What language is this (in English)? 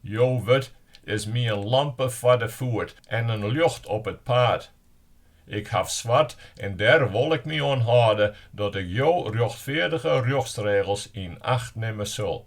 Western Frisian